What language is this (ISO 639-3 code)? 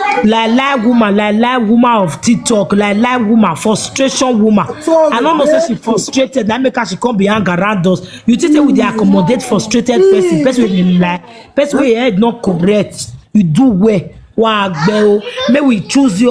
pcm